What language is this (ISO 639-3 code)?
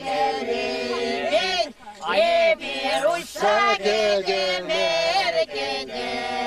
chv